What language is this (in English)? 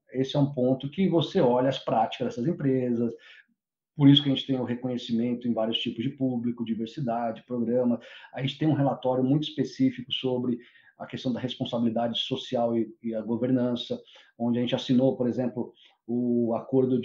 Portuguese